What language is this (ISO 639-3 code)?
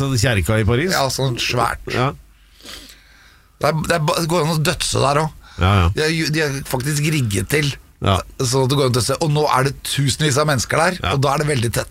nor